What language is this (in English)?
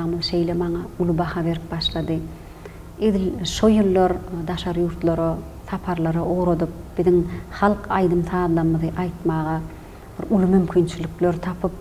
Turkmen